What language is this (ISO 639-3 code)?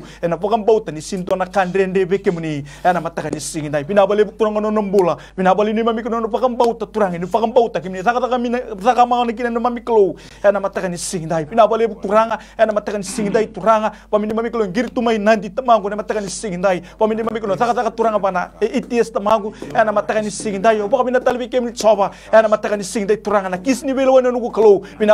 fij